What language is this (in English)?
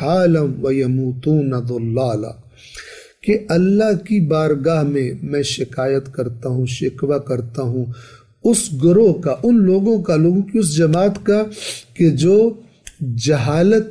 Urdu